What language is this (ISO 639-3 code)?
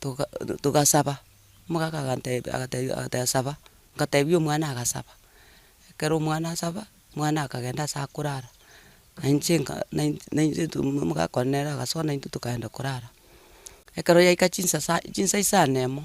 guz